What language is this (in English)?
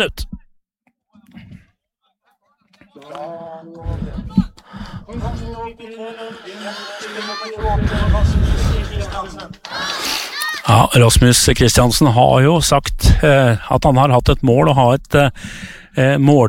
Norwegian